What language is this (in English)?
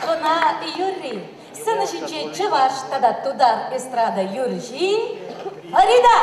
Chuvash